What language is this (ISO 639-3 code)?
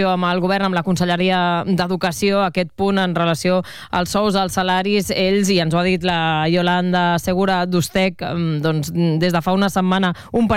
cat